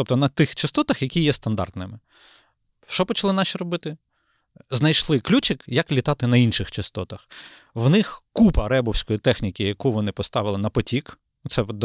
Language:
Ukrainian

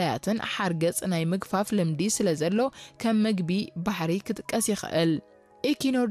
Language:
Tigrinya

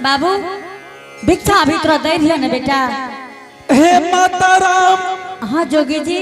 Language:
Angika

